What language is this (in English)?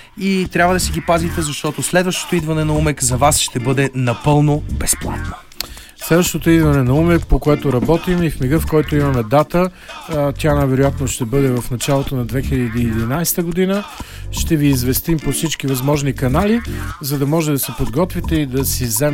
Bulgarian